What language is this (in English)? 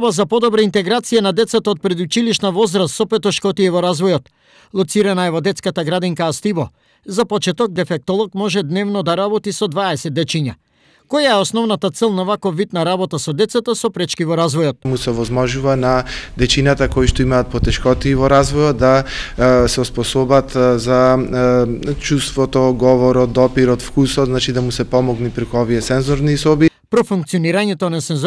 Macedonian